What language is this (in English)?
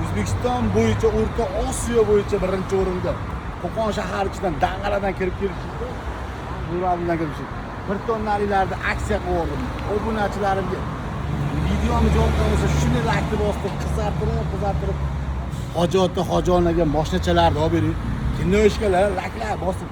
Uzbek